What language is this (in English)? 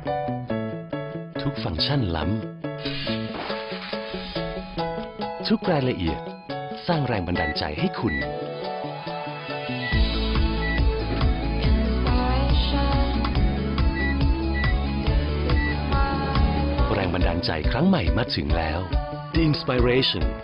Thai